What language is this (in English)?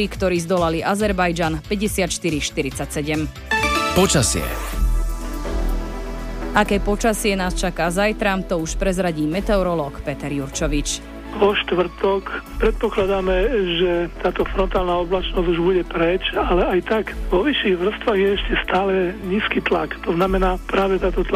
Slovak